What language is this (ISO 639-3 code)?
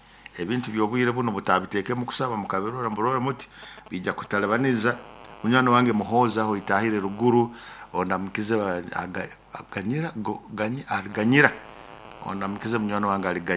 nyo